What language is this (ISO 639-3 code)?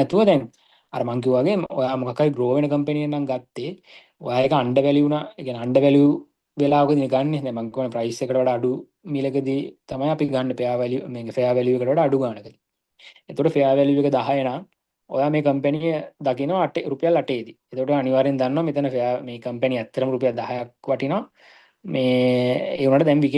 sin